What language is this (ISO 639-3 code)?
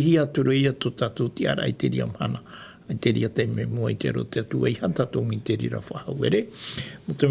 tah